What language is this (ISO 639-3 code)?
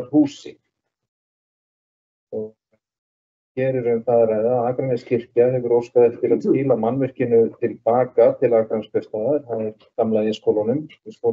isl